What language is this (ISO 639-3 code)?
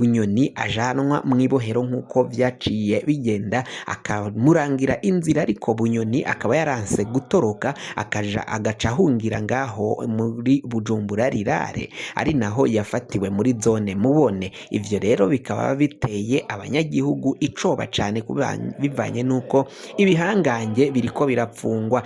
run